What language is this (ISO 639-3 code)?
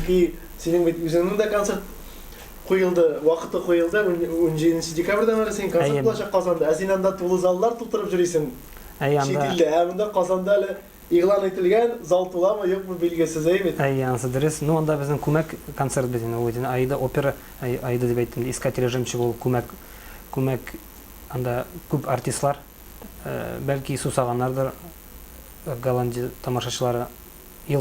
tat